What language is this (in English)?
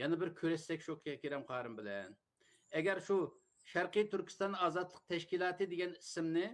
Uyghur